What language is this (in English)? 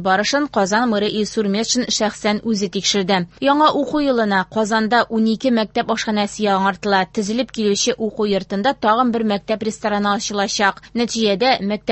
Tatar